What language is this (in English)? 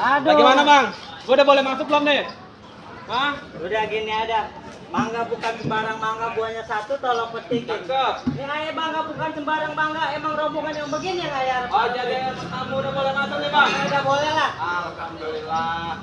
Betawi